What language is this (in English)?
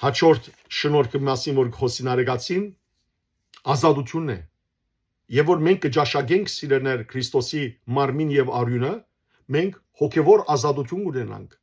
Western Armenian